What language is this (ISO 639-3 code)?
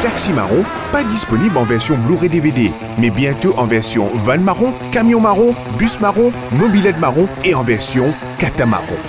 mfe